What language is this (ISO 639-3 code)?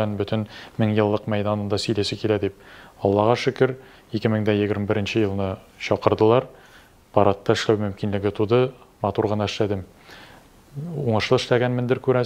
tat